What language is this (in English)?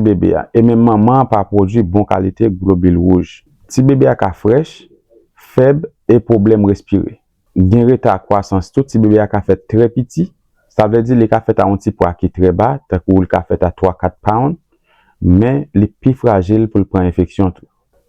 Haitian Creole